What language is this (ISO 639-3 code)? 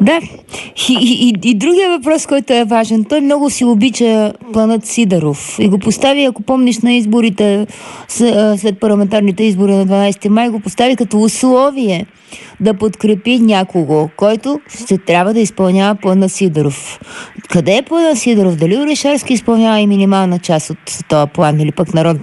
bul